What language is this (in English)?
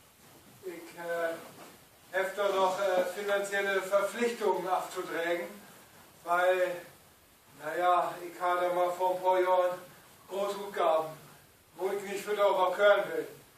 Low German